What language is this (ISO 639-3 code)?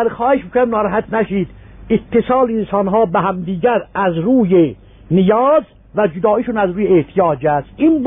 fas